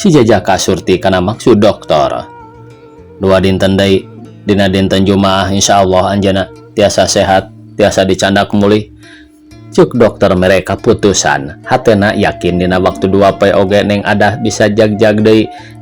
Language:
Sundanese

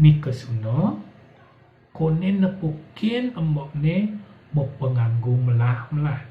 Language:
Balinese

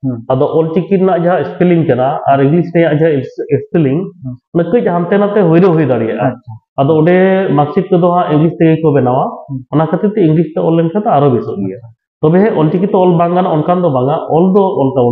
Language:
Santali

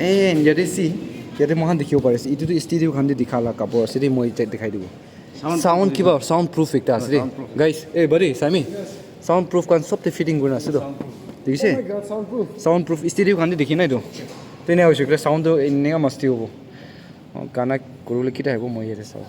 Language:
Naga Pidgin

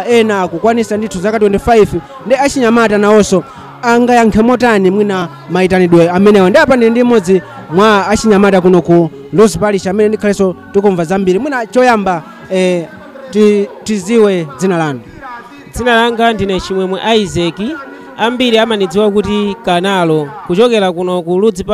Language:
Nyanja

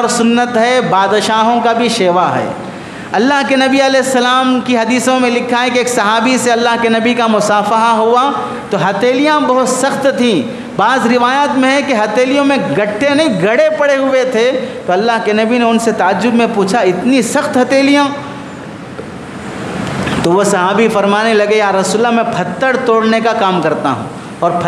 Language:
Urdu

